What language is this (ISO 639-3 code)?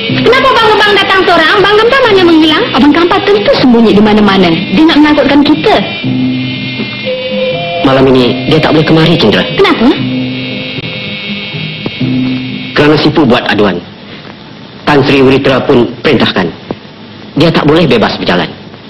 msa